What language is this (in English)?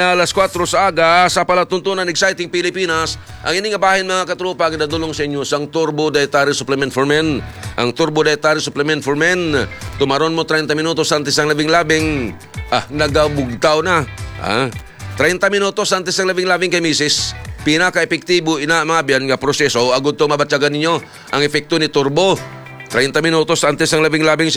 Hiligaynon